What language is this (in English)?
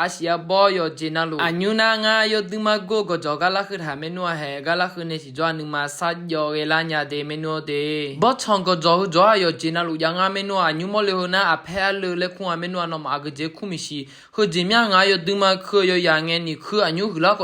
Akha